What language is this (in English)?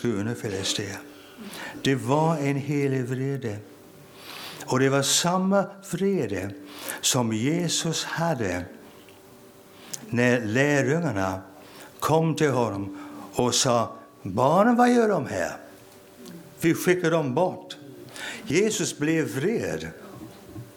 Swedish